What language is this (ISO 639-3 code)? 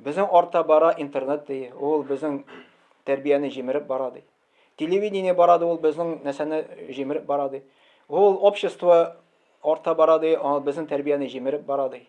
tat